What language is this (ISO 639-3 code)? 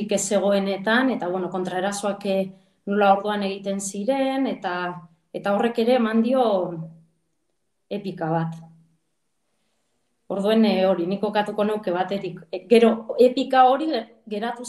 eus